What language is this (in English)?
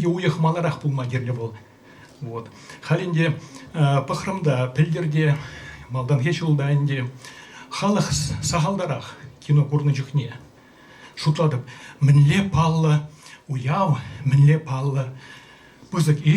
Chuvash